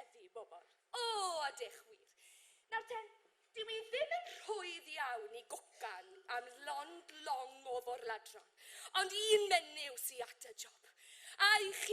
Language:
Welsh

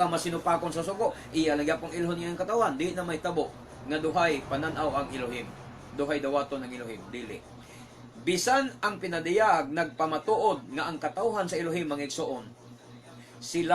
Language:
Cebuano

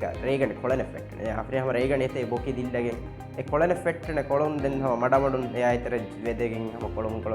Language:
Divehi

